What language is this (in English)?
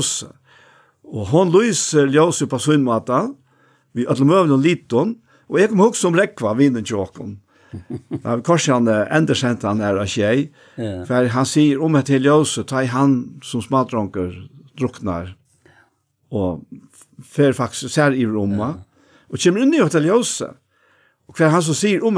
Faroese